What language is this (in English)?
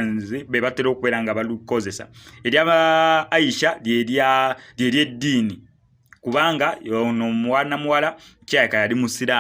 Ganda